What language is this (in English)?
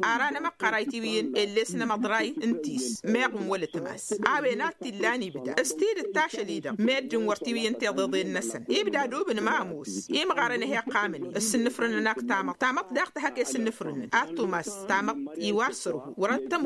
Tamasheq